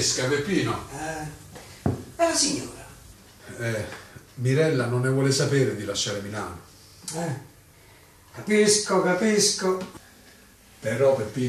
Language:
Italian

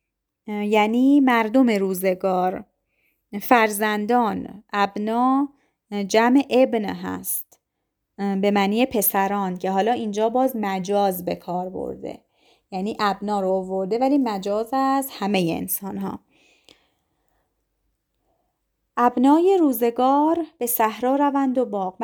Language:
Persian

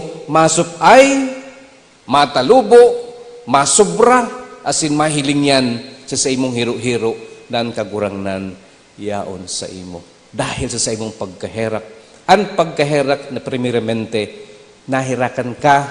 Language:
Bikol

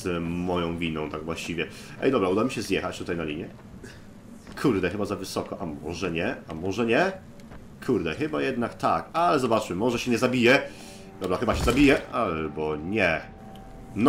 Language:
Polish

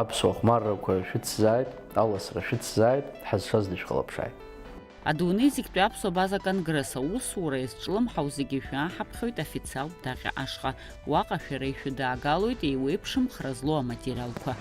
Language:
Abkhazian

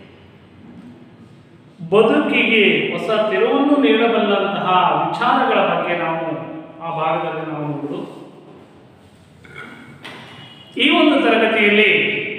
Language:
Kannada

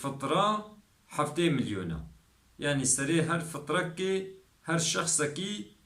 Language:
Kurdish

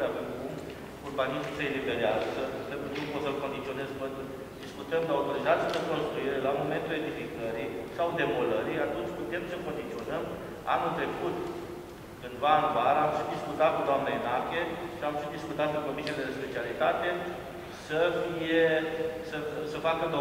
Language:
Romanian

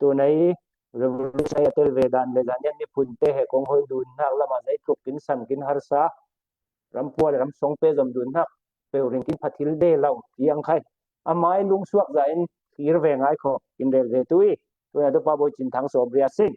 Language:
Falam Chin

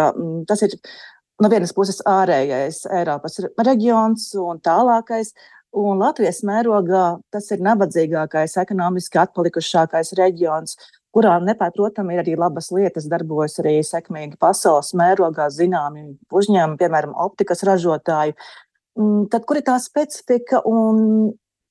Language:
Latvian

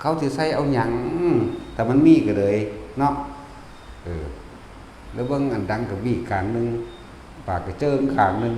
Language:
Northeastern Thai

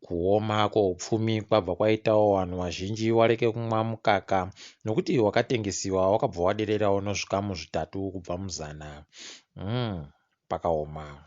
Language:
Ndau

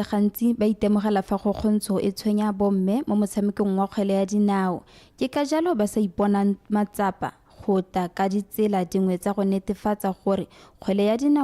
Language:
Tswana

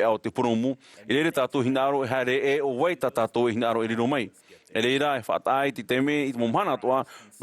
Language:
Tahitian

